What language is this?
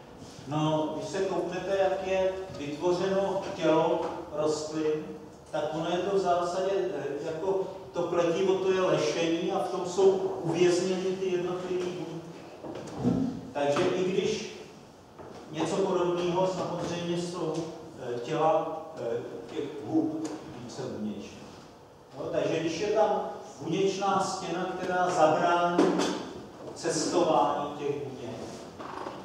Czech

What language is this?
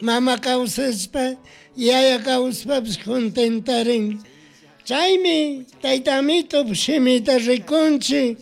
Chimborazo Highland Quichua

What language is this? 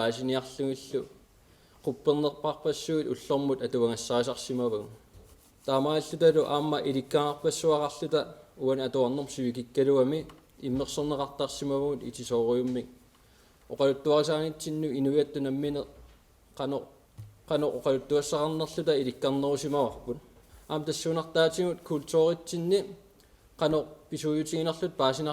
Kalaallisut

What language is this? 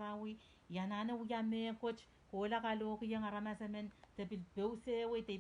Pohnpeian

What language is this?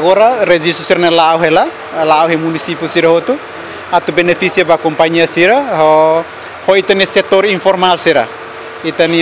Tetum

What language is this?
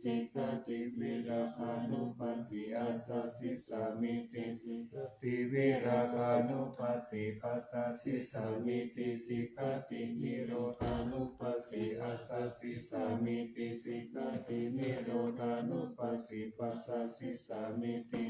Pali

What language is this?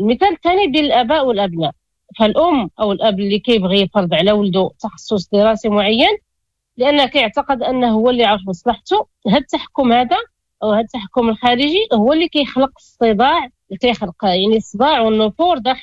Moroccan Arabic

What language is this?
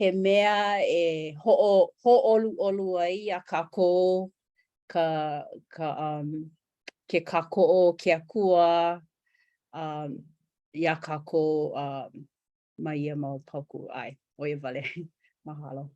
Hawaiian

